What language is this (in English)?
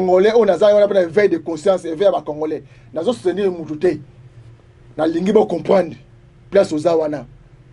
Lingala